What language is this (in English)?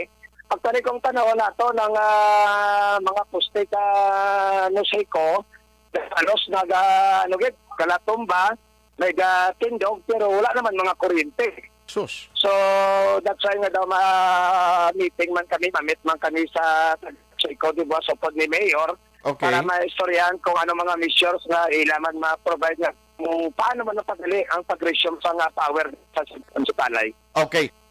Hiligaynon